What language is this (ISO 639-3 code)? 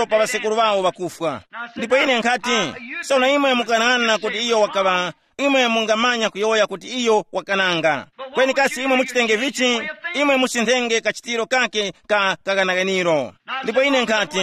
tum